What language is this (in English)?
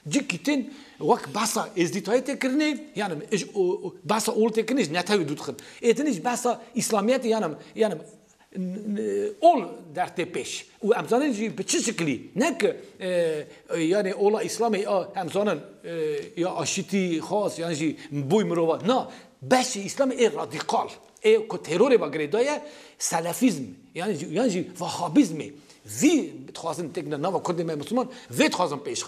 Kurdish